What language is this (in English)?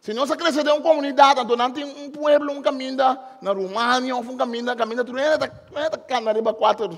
Papiamento